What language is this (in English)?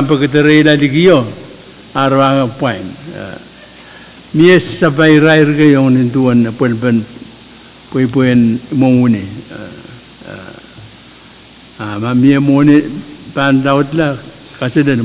Pohnpeian